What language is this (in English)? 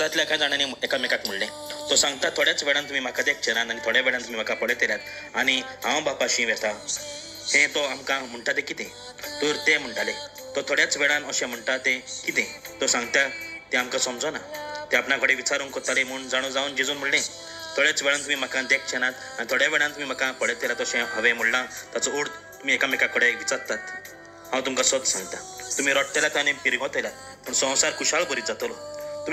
Konkani